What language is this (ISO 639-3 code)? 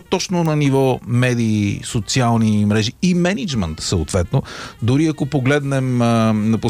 bul